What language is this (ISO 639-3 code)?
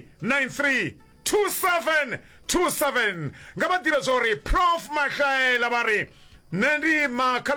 nso